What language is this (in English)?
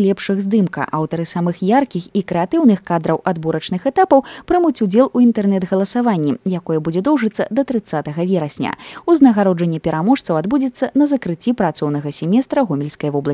Belarusian